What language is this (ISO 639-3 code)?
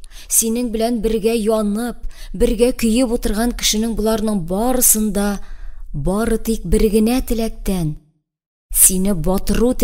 tat